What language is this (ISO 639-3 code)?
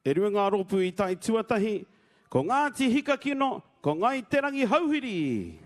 mri